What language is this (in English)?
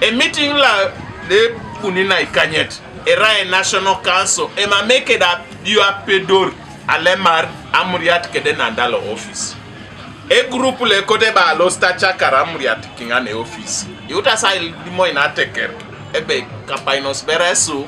Teso